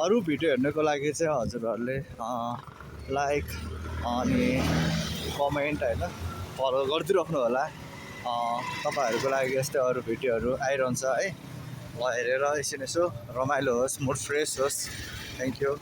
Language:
Nepali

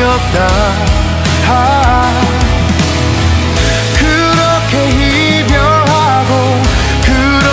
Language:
Korean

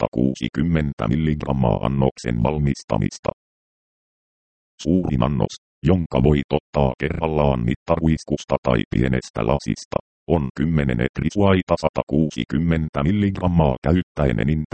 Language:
Finnish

